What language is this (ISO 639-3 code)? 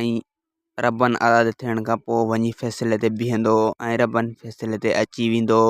snd